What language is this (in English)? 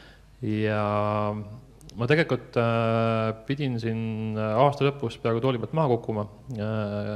Estonian